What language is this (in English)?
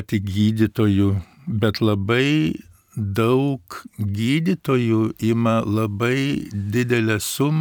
Lithuanian